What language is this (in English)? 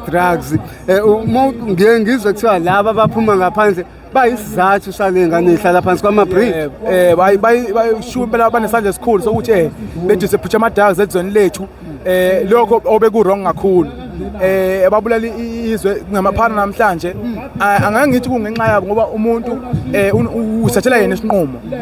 Zulu